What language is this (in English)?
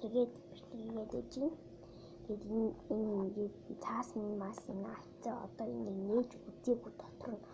Mongolian